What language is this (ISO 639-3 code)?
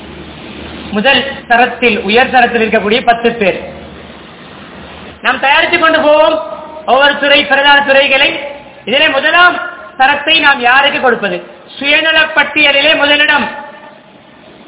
tam